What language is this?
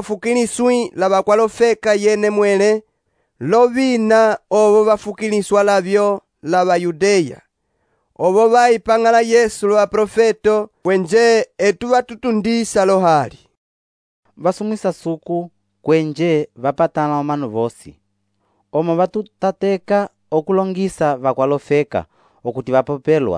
Umbundu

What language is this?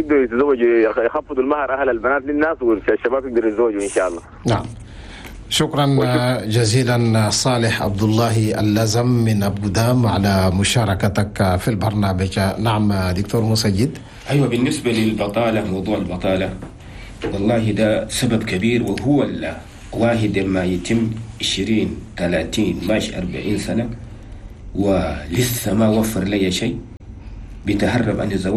Chadian Arabic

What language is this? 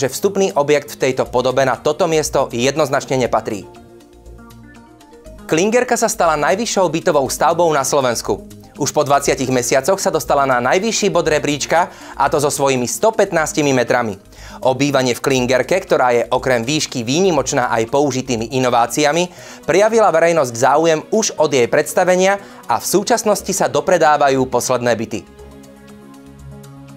Slovak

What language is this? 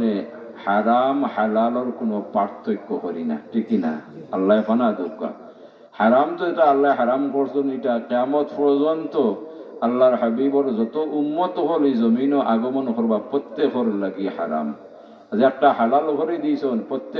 Sylheti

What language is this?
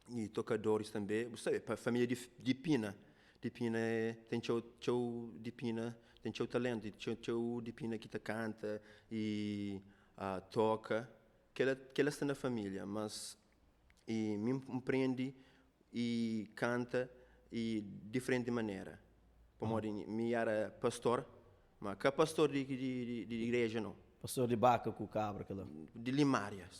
Kabuverdianu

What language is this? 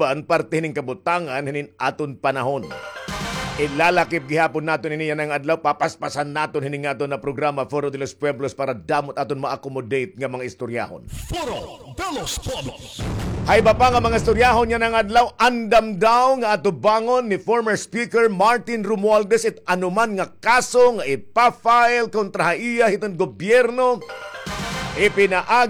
Waray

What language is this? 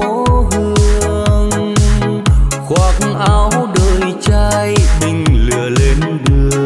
Vietnamese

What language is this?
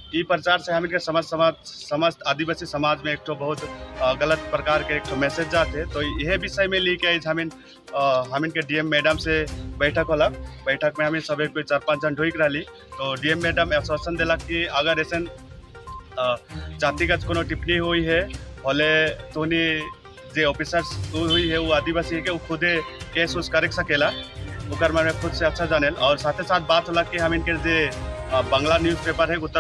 Sadri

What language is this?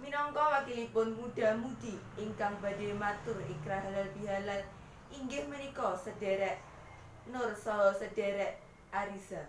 Javanese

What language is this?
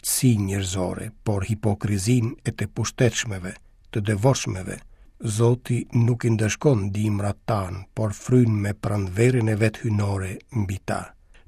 Albanian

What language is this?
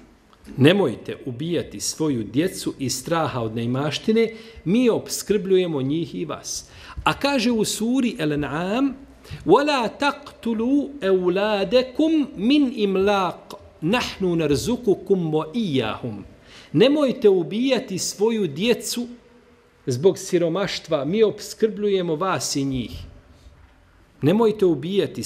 Bosnian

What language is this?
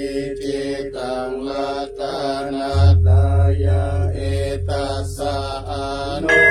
Pali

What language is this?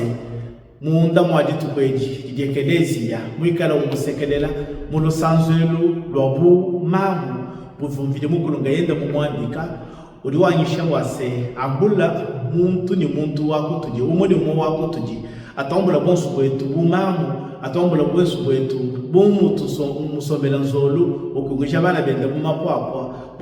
Luba-Lulua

